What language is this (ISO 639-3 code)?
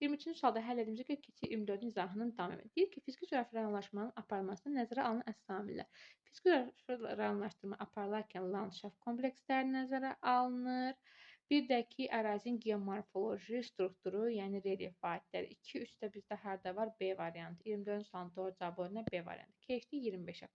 aze